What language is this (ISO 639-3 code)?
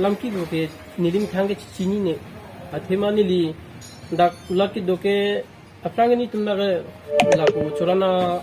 mjw